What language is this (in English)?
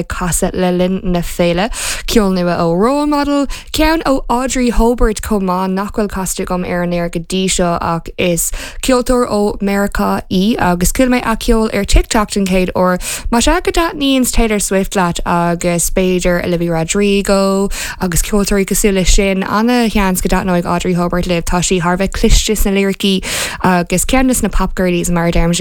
Irish